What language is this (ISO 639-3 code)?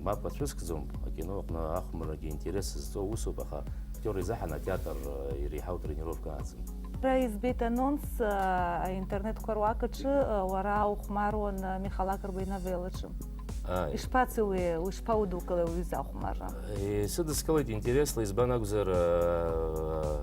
abk